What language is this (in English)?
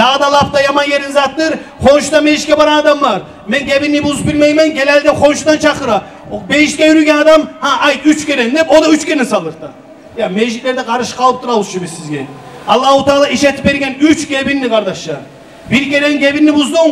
Kumyk